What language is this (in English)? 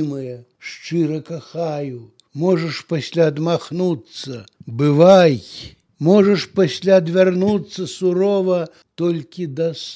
Belarusian